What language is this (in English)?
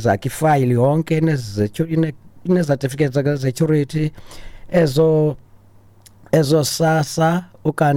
Xhosa